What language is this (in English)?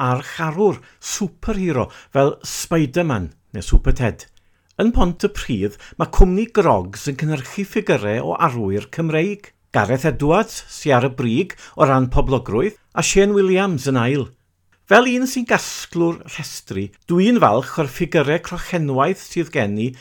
Welsh